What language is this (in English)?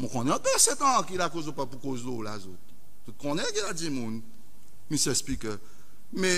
Seselwa Creole French